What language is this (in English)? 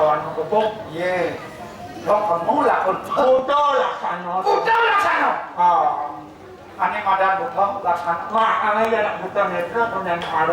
Balinese